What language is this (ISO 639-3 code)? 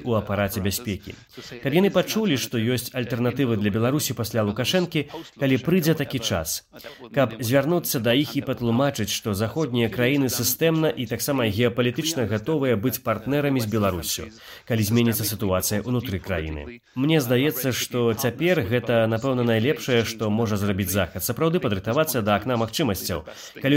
bel